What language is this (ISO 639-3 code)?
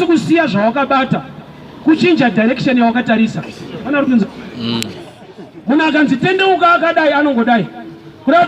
sna